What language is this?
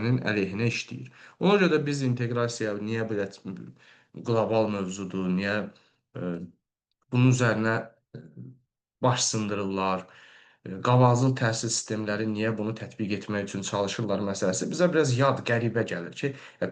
Azerbaijani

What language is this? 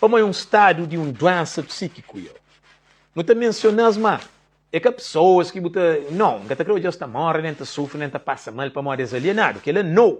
Kabuverdianu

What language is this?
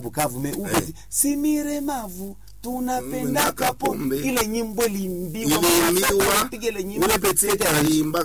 Swahili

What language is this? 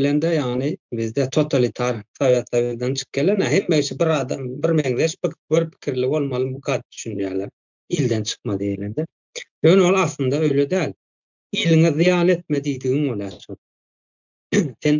Turkmen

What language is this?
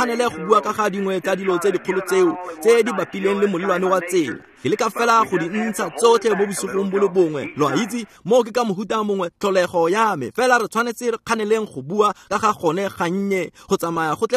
Tswana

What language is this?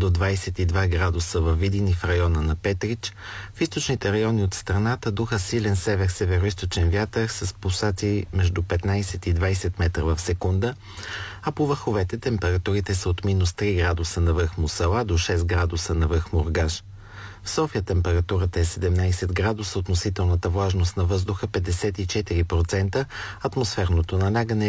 Bulgarian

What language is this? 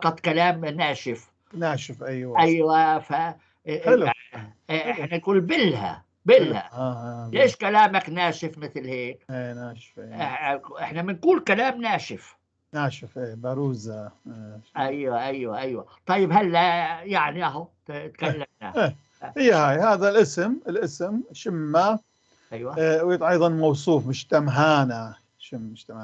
North Levantine Arabic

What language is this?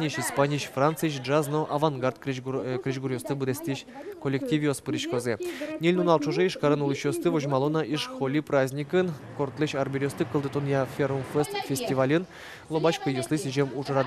Udmurt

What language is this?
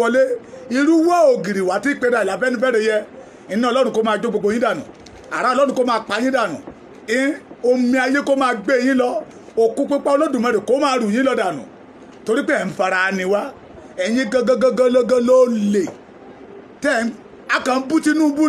Yoruba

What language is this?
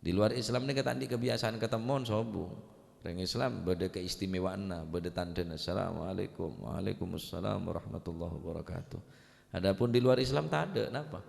Madurese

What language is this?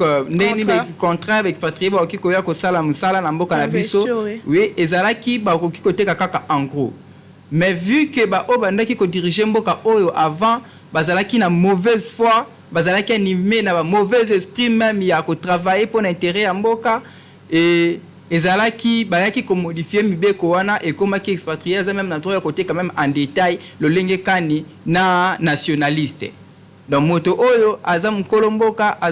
Lingala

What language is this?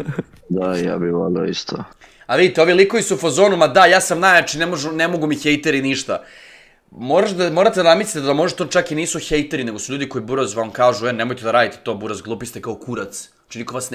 Serbian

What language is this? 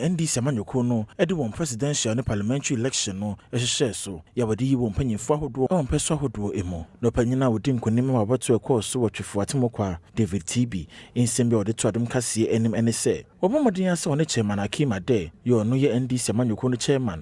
Akan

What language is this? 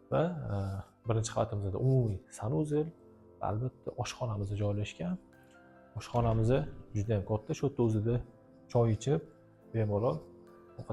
Uzbek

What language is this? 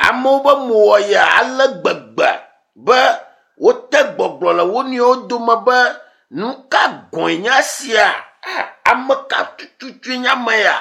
Ewe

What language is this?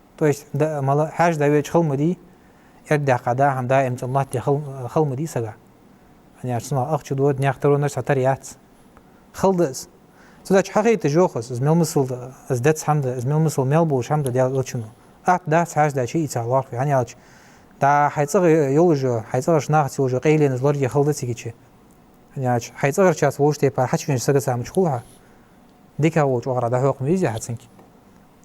Ingush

